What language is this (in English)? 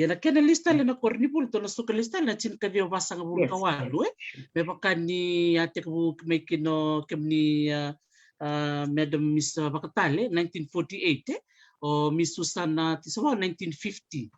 Fijian